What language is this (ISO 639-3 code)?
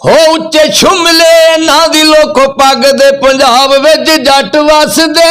lah